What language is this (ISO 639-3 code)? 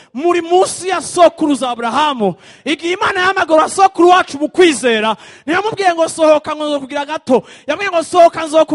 run